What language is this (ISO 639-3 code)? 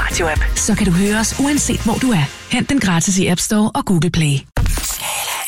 dan